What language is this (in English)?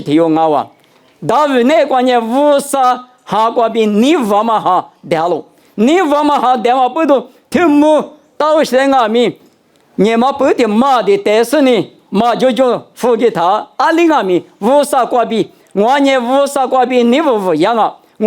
Lisu